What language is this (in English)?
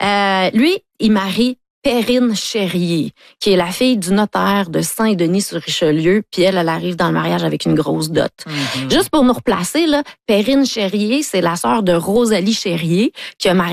French